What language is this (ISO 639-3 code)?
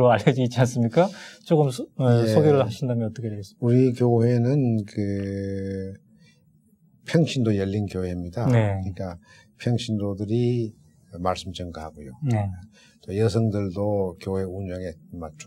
kor